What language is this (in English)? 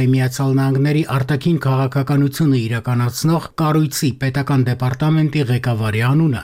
Armenian